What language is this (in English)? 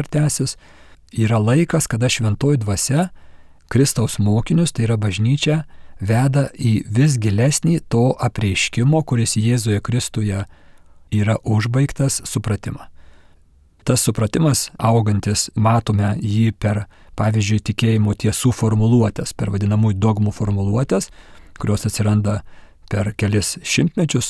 Lithuanian